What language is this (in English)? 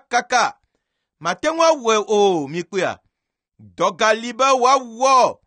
Ewe